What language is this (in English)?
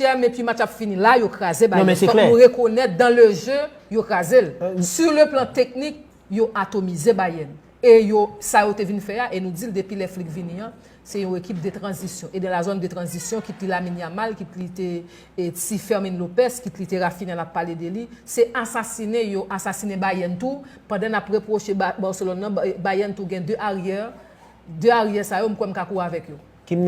Haitian Creole